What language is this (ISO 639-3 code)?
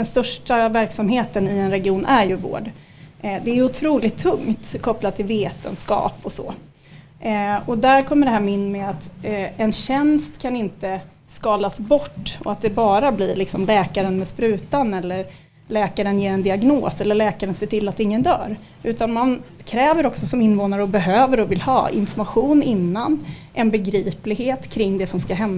swe